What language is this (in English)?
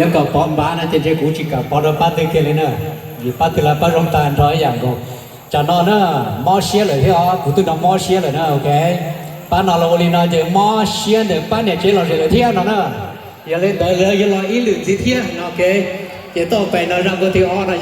Hmong